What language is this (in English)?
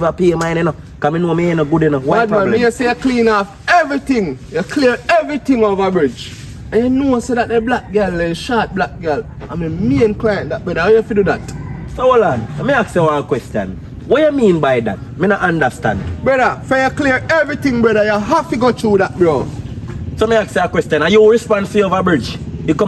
Jamaican Creole English